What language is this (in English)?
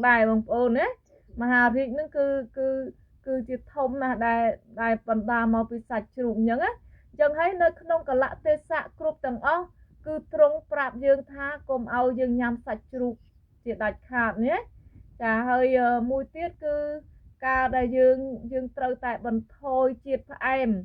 Khmer